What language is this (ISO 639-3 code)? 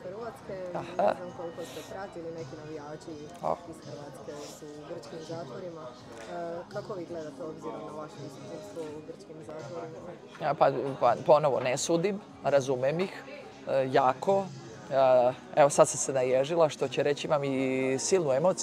srp